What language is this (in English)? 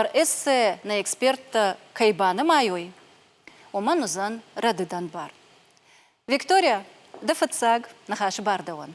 Ossetic